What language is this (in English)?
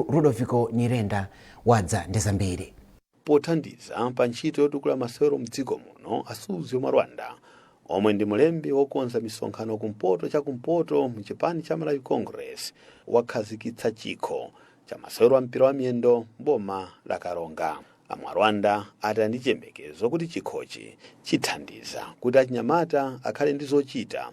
Nyanja